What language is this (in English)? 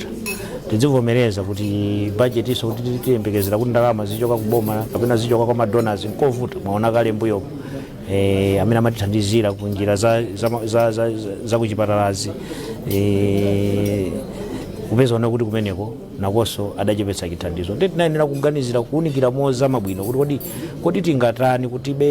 Nyanja